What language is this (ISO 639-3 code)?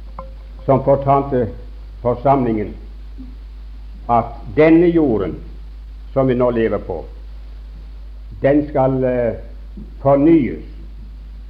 nor